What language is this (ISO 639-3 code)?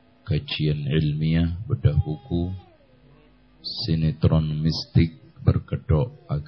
ind